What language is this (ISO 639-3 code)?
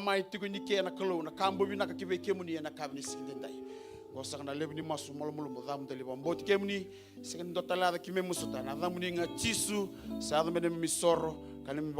fij